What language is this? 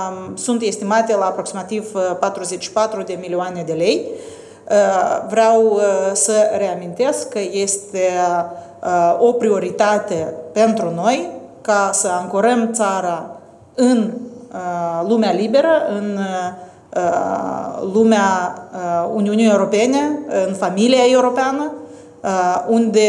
Romanian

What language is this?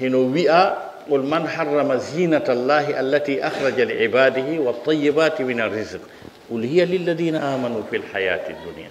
Pular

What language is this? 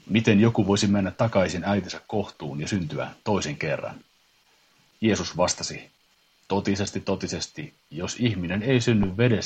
Finnish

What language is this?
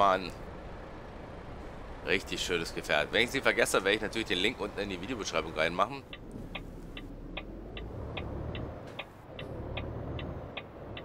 German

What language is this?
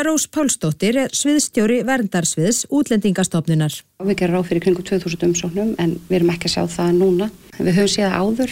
Icelandic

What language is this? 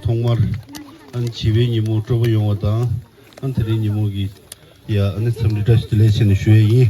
Tibetan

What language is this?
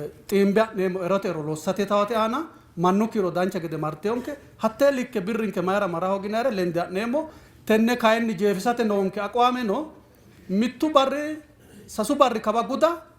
Sidamo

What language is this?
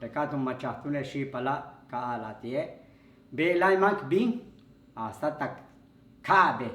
Yucateco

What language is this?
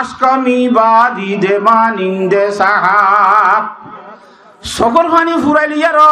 Rohingya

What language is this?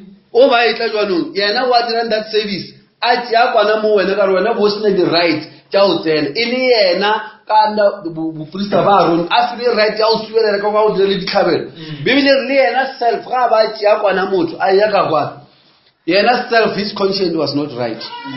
Northern Sotho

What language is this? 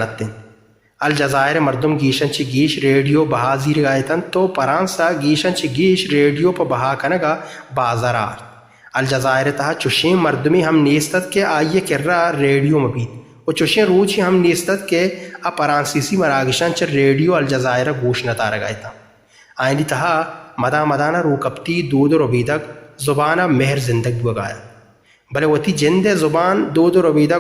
Baluchi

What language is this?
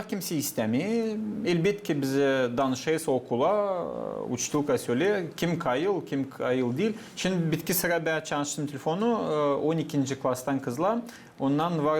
Gagauz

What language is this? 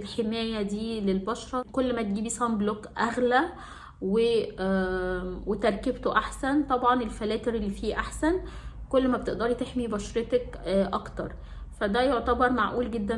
Egyptian Arabic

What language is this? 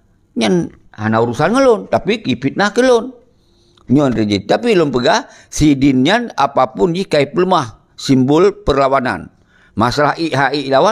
Achinese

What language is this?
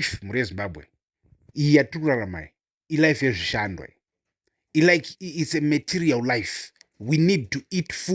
Shona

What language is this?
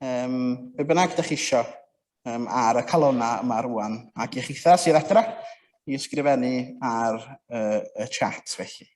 Welsh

